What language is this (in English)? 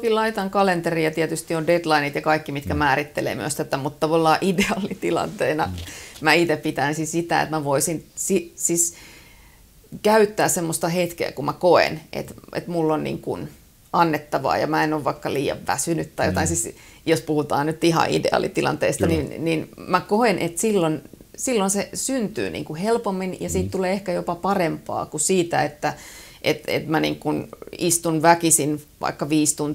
Finnish